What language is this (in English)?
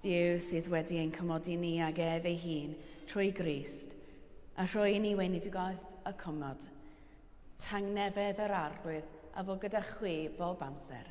Welsh